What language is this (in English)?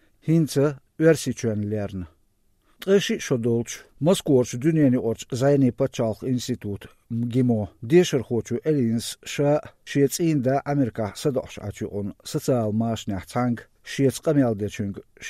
Chechen